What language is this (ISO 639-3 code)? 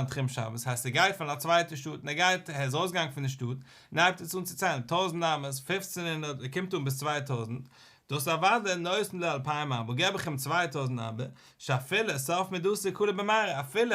yid